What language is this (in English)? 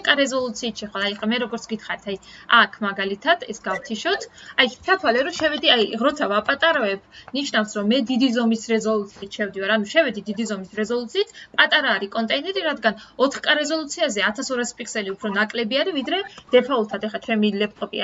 Georgian